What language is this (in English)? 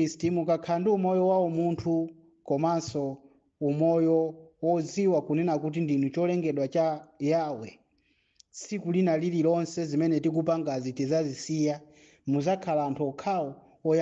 Nyanja